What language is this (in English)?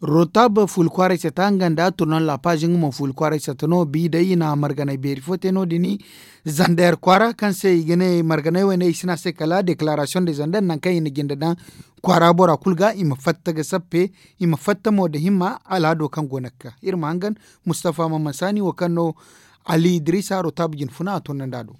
Zarma